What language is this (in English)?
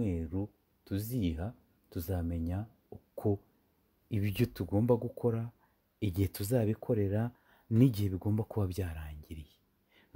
Kinyarwanda